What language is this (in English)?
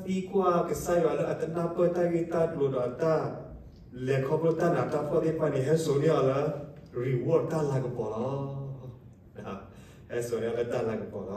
S'gaw Karen